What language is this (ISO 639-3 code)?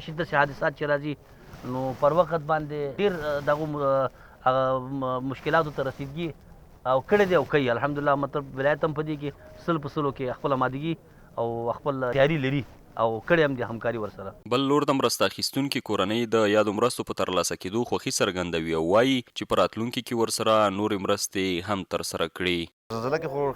pus